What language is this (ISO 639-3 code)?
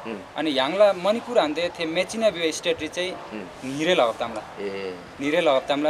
taj